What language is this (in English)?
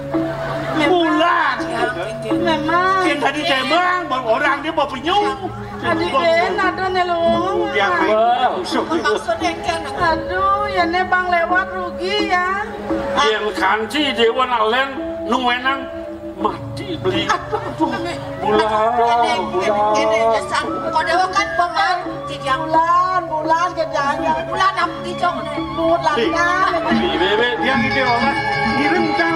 Balinese